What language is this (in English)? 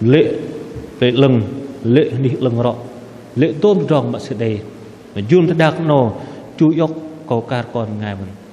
Bahnar